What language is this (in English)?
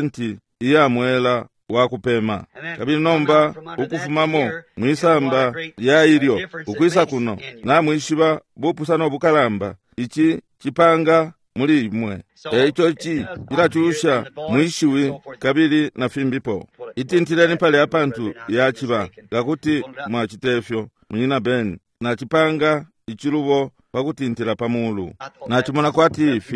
Bemba